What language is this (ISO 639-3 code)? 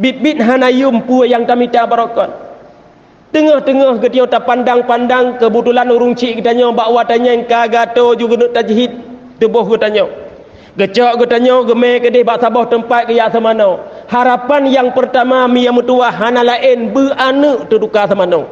ace